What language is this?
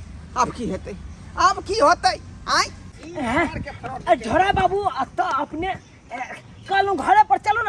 Maithili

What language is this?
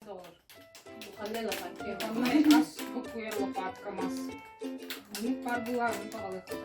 Yakut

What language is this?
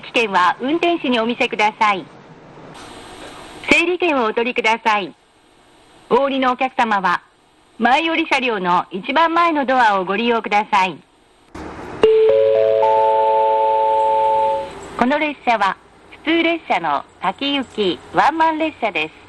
Japanese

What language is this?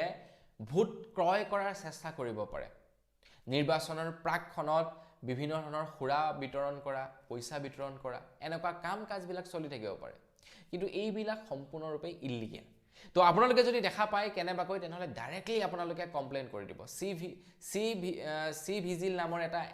Assamese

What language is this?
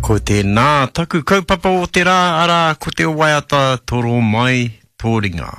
Māori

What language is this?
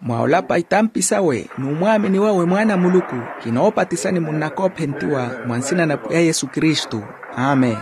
Makhuwa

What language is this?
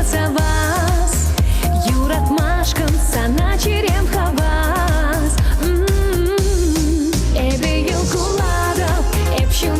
Chuvash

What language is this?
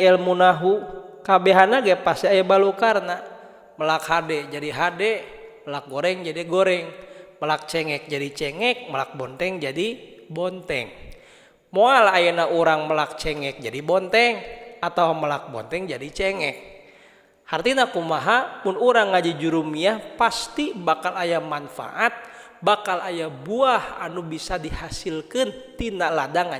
Sundanese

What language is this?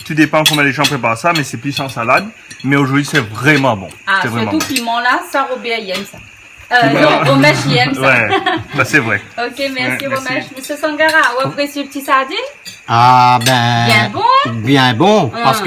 Réunion Creole French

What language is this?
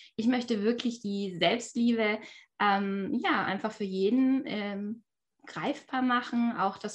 German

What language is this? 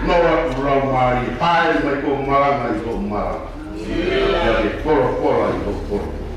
Tongan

